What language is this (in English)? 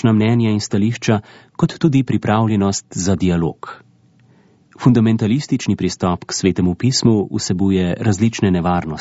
Slovenian